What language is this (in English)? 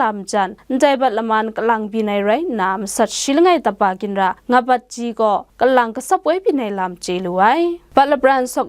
Kachin